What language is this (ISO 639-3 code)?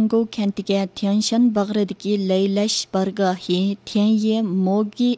uig